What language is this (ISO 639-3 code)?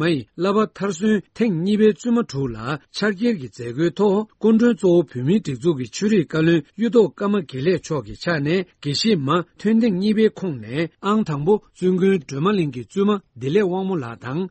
bod